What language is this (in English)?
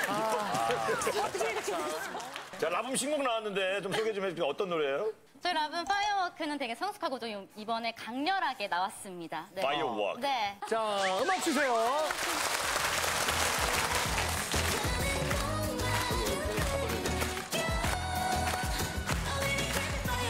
Korean